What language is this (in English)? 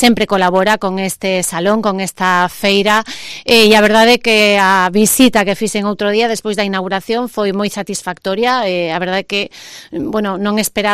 Galician